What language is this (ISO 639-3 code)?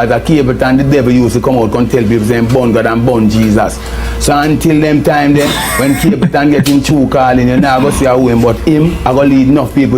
jam